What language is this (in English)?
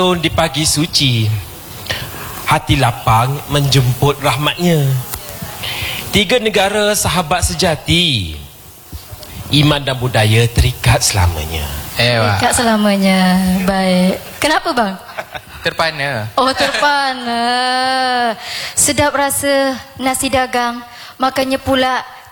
Malay